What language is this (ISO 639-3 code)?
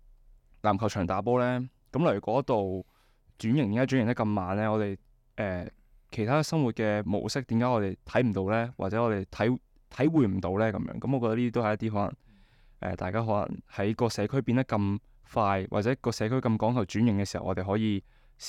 yue